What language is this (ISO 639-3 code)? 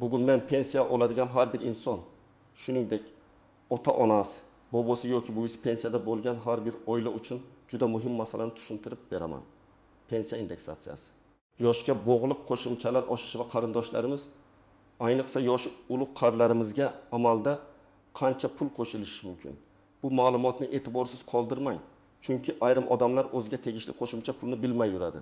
uzb